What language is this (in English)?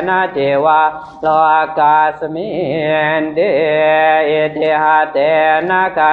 Pali